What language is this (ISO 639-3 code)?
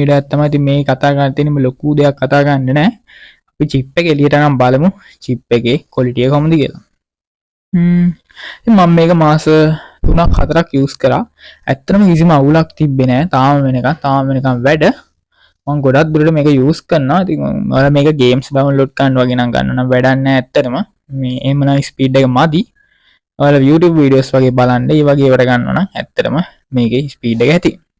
sin